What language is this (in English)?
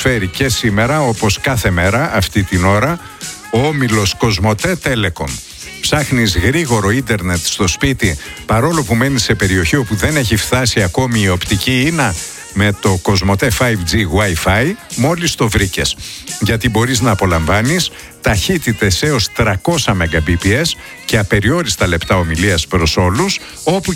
Greek